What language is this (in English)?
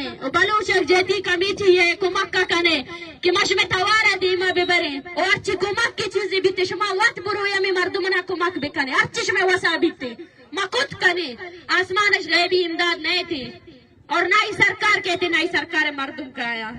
Baluchi